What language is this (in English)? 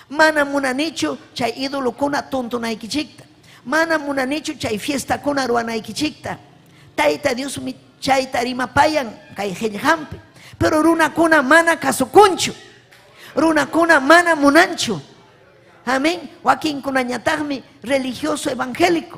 Ayacucho Quechua